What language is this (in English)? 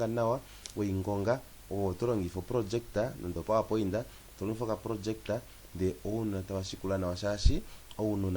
Kuanyama